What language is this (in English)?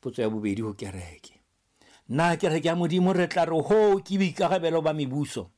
Southern Sotho